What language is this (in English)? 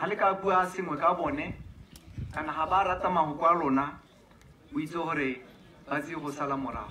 Tswana